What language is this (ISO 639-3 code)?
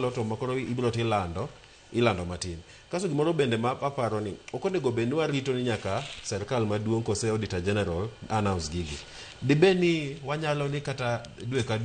luo